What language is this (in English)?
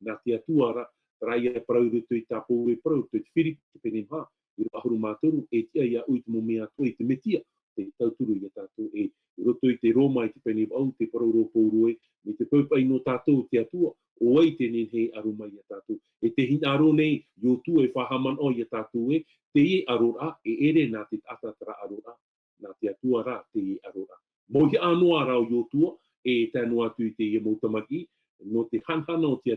Tahitian